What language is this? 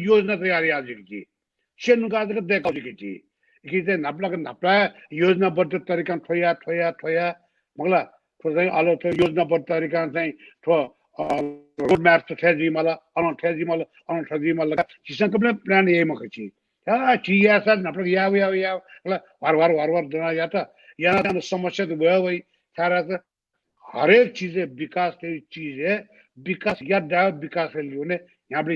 Newari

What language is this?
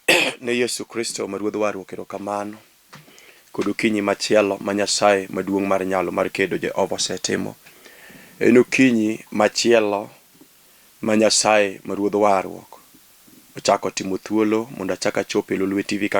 Luo (Kenya and Tanzania)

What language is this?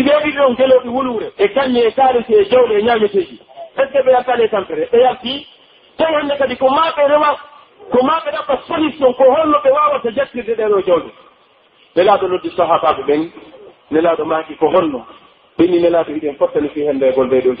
Pular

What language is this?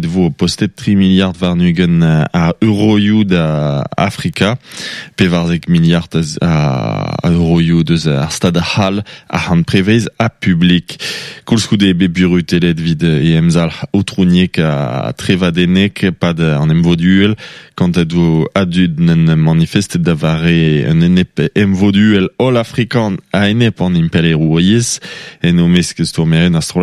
Breton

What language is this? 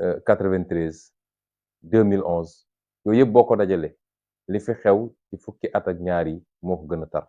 Wolof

